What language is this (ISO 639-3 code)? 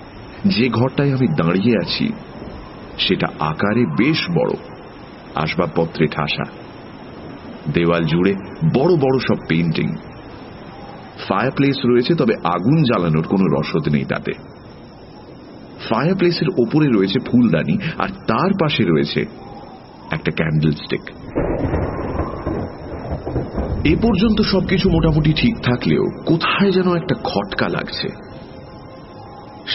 ben